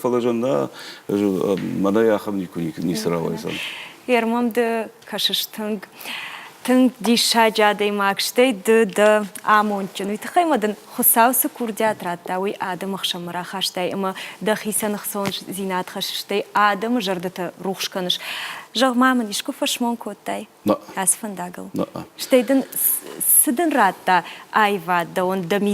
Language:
Ossetic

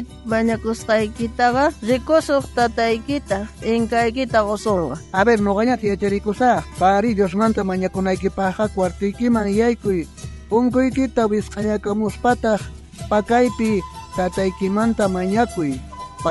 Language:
South Bolivian Quechua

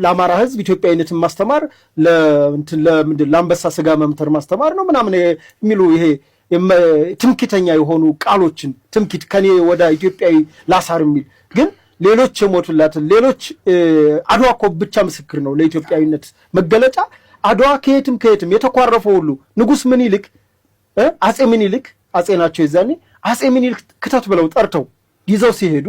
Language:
Amharic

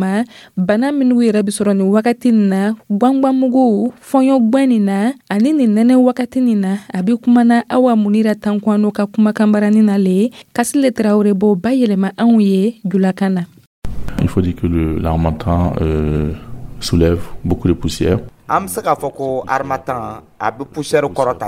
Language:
Dyula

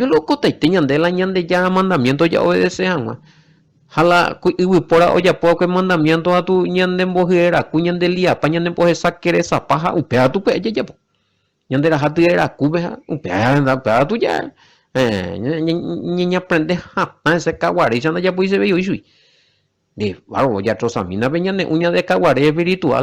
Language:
Guarani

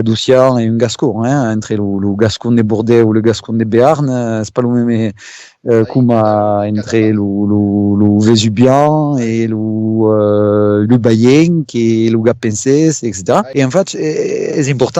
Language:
Occitan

